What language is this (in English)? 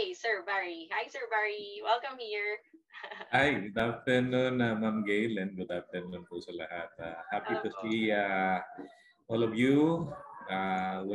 Filipino